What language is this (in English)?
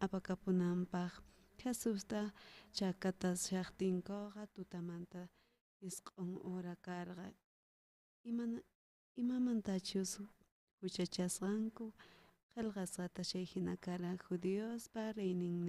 South Bolivian Quechua